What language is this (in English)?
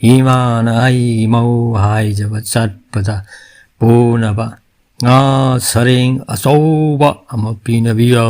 Manipuri